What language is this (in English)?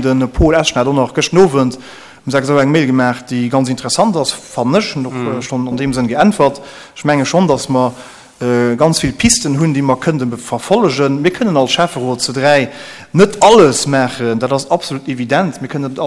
Luxembourgish